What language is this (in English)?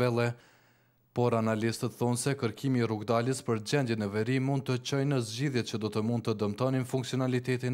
Albanian